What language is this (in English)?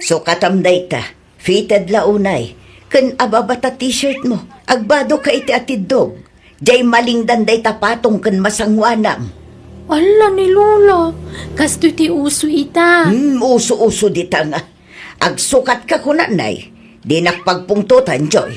Iloko